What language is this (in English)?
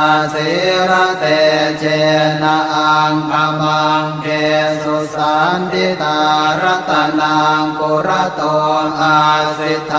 Pali